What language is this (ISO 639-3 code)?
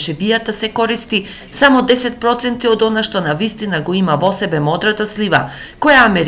mkd